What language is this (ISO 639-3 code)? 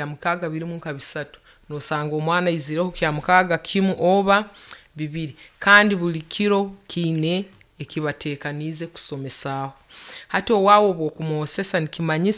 nyo